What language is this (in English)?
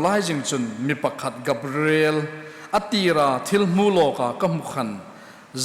Hmar